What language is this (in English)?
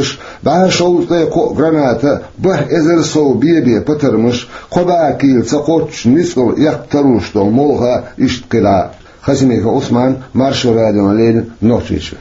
Chechen